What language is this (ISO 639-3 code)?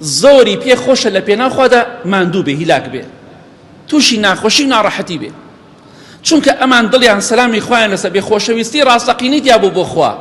ckb